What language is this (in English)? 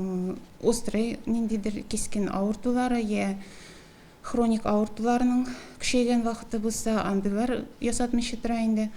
Tatar